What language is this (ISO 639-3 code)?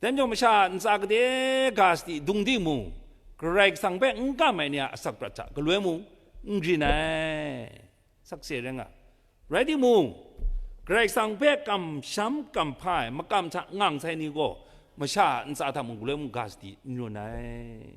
kac